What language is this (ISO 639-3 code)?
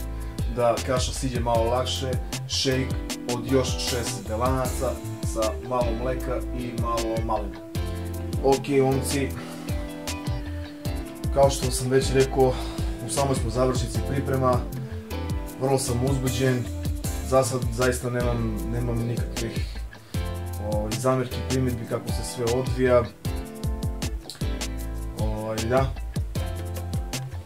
srp